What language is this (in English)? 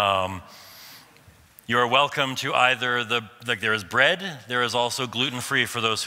English